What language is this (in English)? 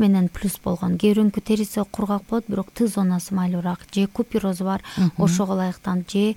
Kyrgyz